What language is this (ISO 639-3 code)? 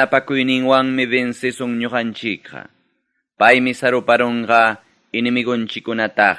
quy